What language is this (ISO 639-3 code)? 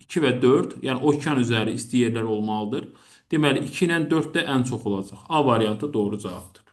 aze